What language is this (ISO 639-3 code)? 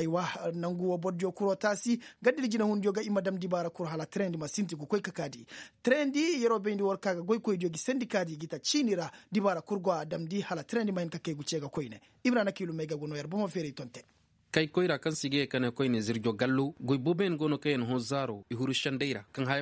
ses